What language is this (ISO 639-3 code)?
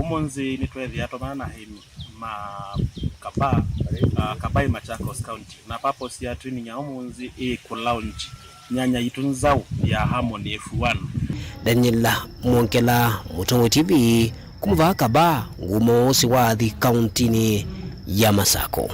kam